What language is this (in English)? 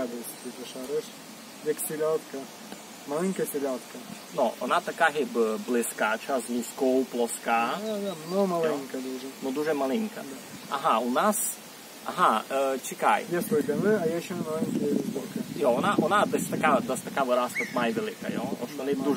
Rusyn